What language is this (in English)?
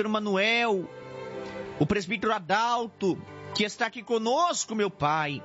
Portuguese